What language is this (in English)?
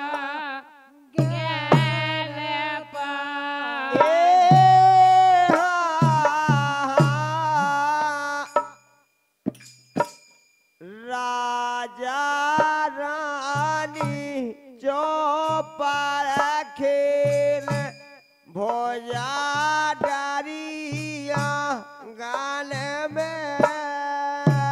Bundeli